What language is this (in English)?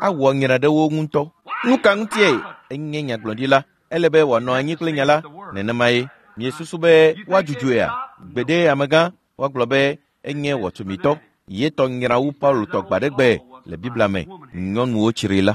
Ewe